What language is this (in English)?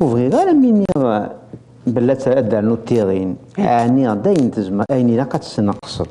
Kabyle